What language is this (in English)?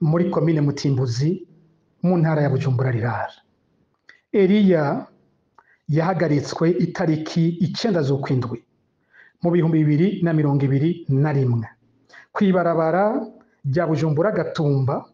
Rundi